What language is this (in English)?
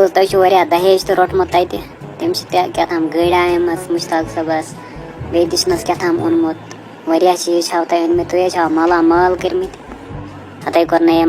Kashmiri